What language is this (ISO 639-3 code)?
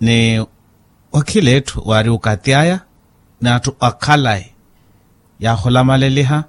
vmw